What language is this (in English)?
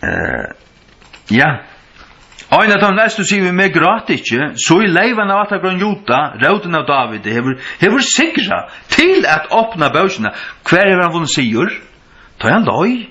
Faroese